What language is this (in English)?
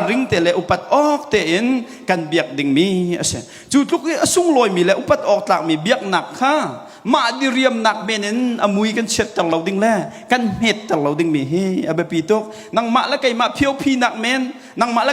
Hakha Chin